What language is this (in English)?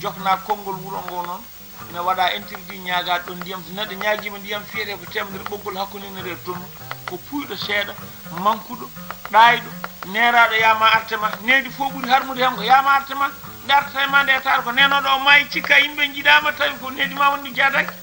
Fula